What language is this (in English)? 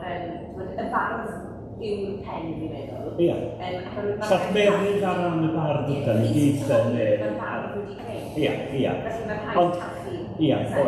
Welsh